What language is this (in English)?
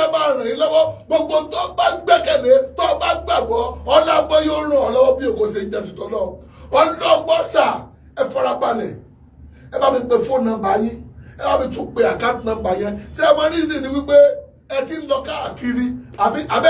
Yoruba